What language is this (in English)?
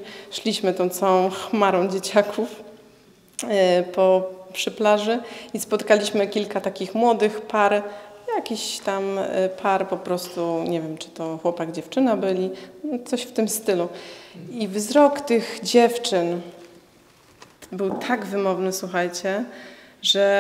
Polish